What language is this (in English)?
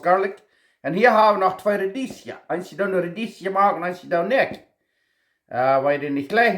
Plautdietsch